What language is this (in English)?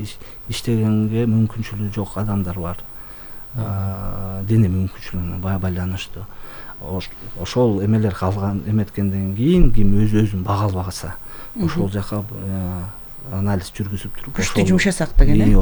Kyrgyz